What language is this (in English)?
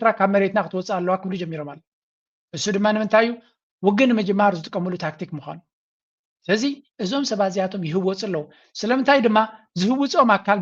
Tigrinya